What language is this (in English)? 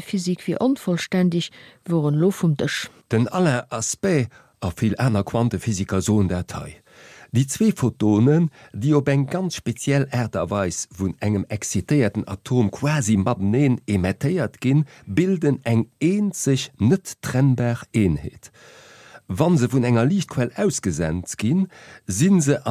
Luxembourgish